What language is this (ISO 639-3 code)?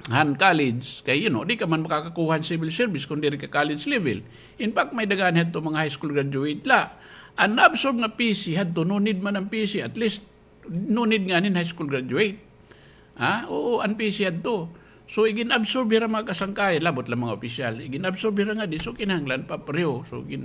war